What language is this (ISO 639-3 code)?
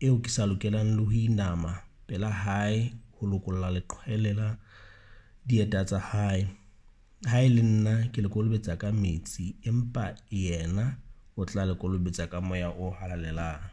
sot